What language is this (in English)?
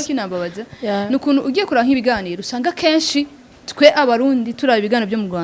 Rundi